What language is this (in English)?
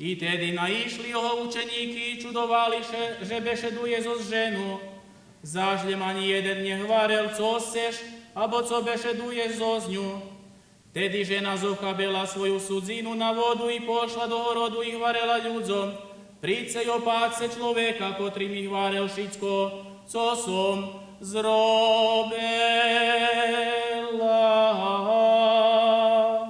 Rusyn